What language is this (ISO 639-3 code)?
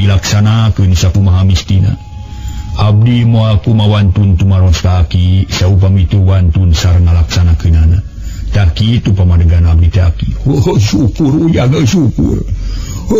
sun